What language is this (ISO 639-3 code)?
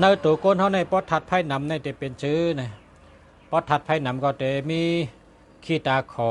shn